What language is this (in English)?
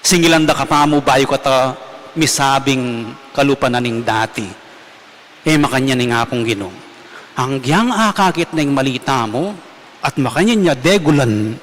Pampanga